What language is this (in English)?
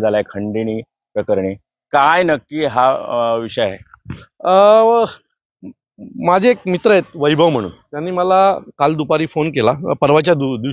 Marathi